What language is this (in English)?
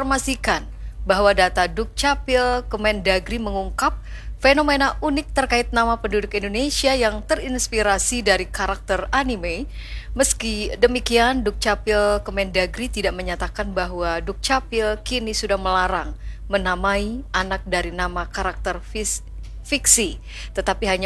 Indonesian